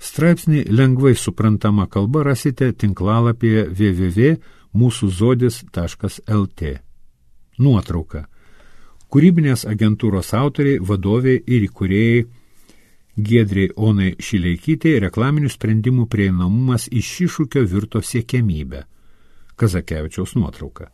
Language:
Lithuanian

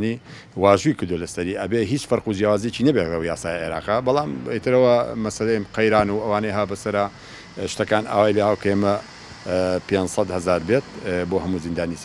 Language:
Central Kurdish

